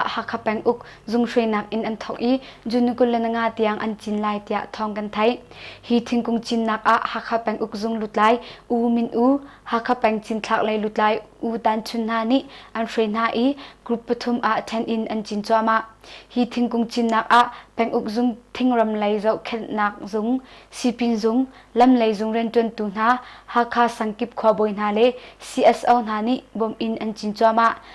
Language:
Hakha Chin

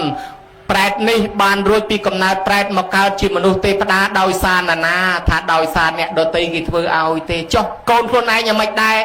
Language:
Khmer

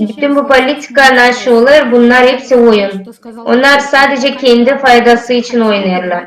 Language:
Gagauz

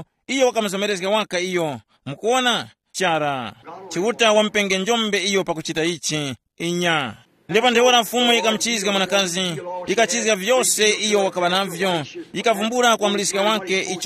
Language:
Tumbuka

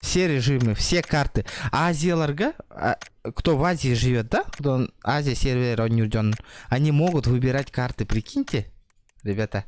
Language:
Yakut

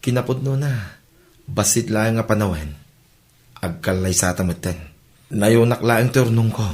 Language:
Iloko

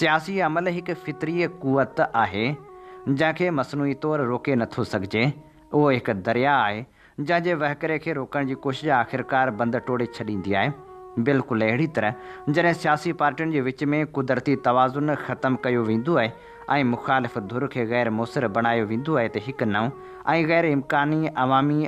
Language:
Sindhi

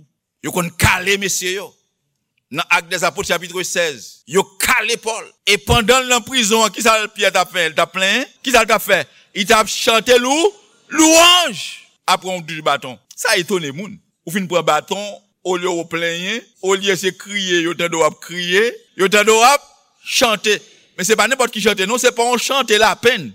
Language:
Haitian Creole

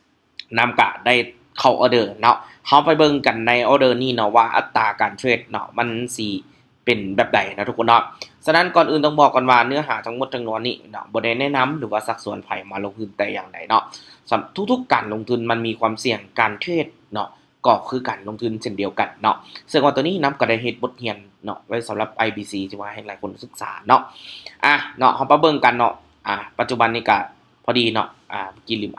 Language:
Lao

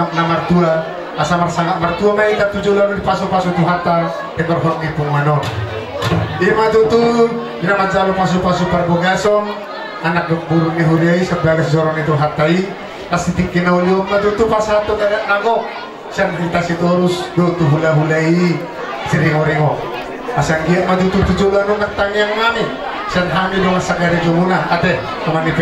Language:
Batak Toba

